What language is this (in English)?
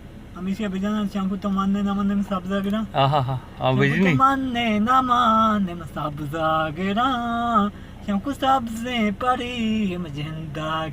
Baluchi